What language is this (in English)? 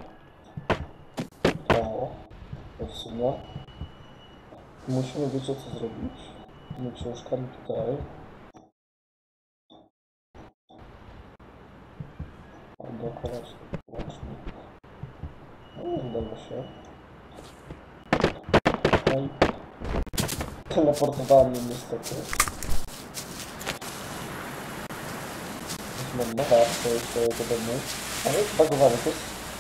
Polish